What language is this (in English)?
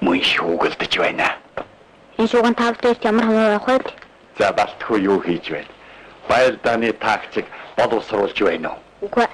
Mongolian